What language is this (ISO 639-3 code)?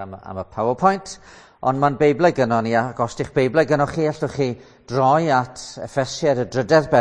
cym